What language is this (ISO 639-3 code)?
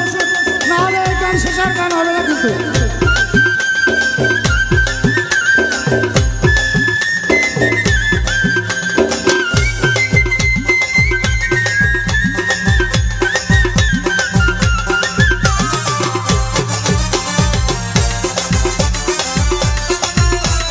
ben